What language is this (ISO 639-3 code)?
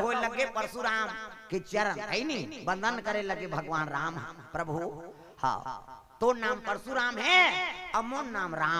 hne